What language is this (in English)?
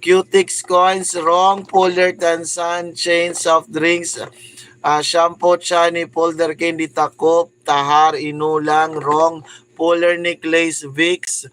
Waray